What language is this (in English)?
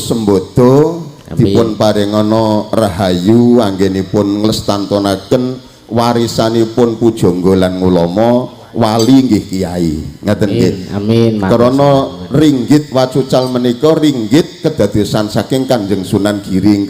Javanese